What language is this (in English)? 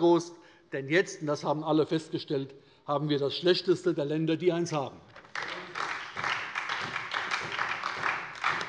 German